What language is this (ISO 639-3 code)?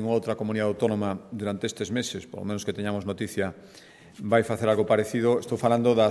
glg